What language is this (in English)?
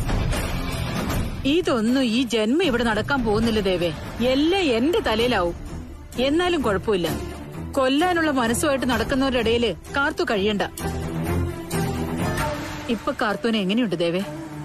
Malayalam